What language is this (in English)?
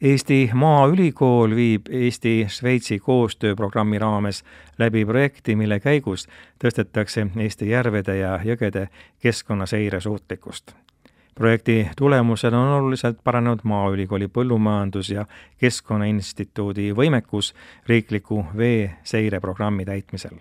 Estonian